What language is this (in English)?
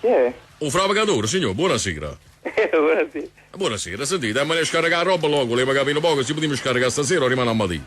Neapolitan